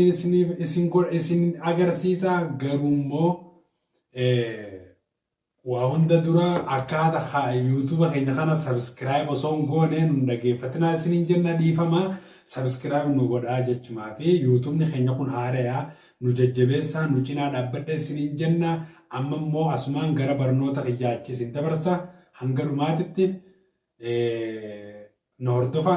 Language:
Oromo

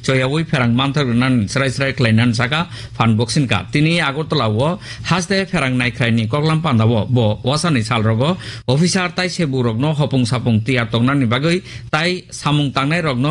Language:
Kok Borok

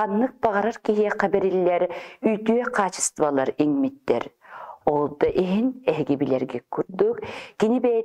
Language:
Yakut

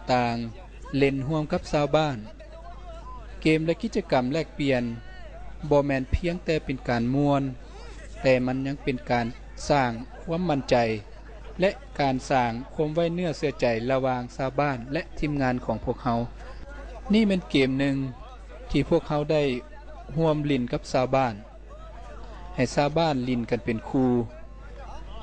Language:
Lao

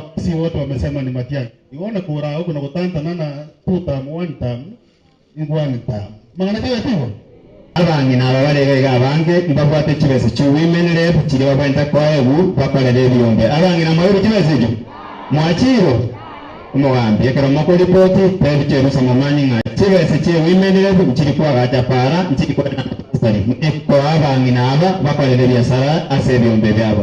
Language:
Gusii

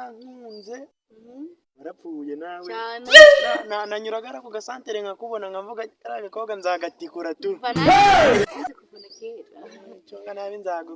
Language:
Kinyarwanda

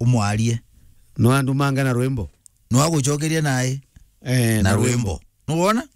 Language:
Meru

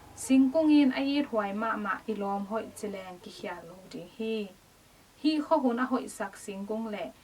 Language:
Tedim Chin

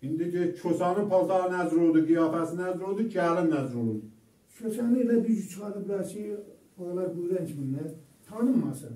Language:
South Azerbaijani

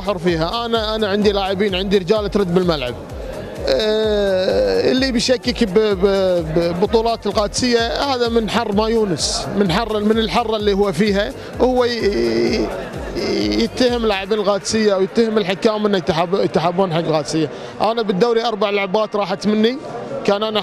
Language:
Gulf Arabic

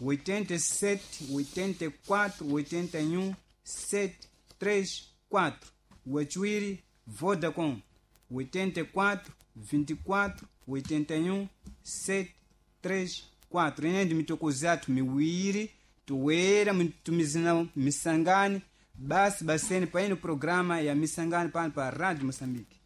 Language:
Sena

